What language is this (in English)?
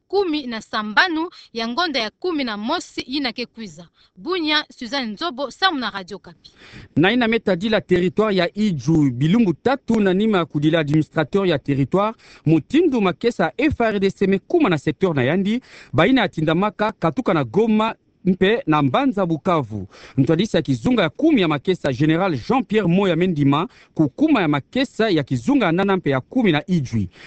Kituba (Democratic Republic of Congo)